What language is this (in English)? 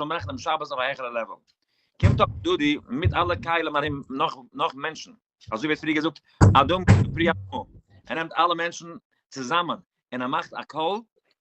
Yiddish